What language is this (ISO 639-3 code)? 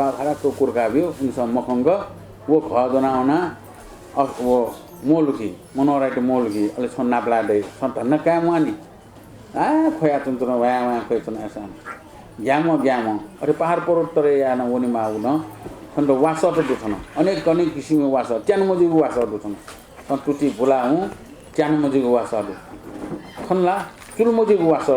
new